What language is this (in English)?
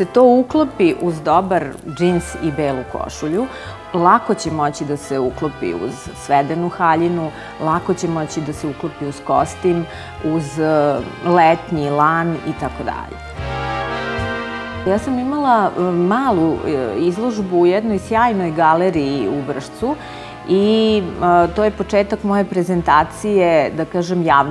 Serbian